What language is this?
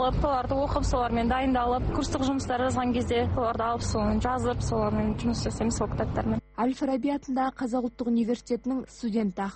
Kazakh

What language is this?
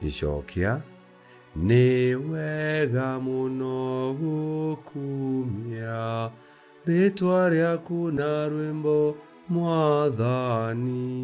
Kikuyu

